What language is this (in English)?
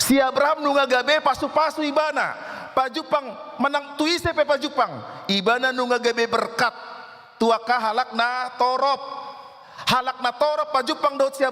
Batak Toba